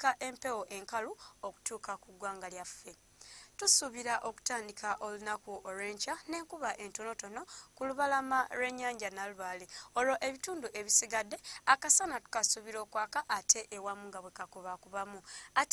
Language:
Ganda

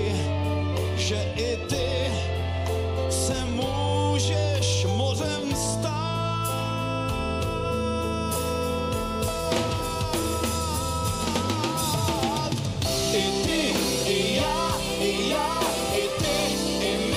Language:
Czech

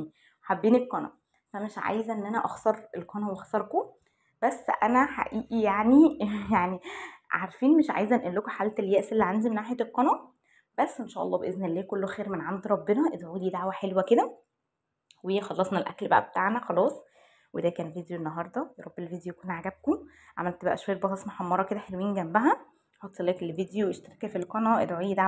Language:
Egyptian Arabic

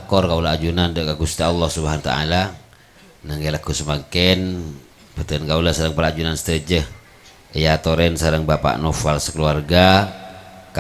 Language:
Madurese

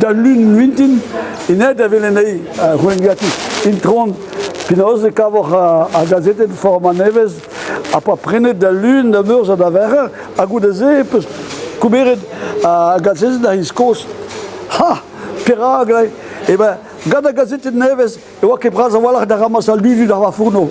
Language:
Breton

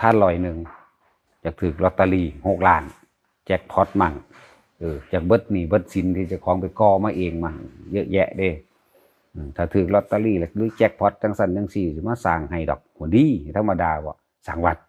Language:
Lao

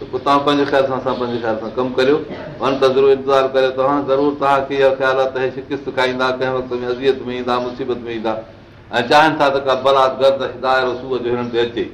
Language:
Sindhi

